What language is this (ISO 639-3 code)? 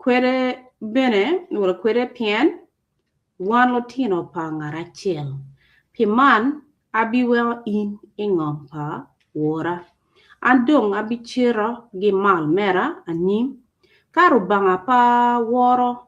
ach